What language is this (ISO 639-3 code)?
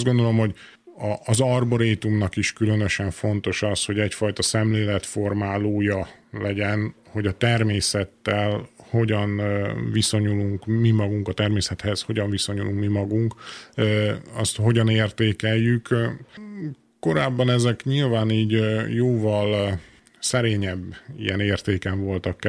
hun